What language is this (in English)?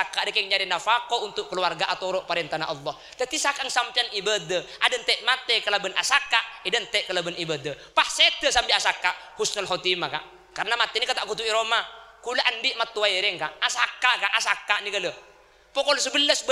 Madurese